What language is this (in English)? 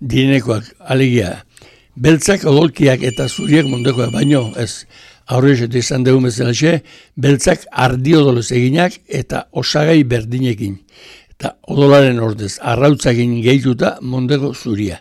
Basque